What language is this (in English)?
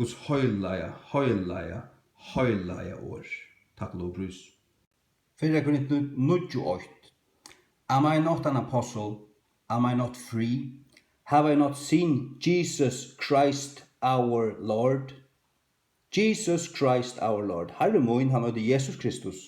Faroese